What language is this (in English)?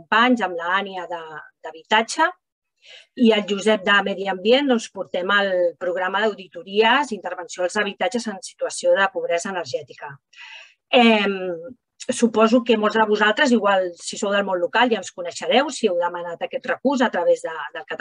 Catalan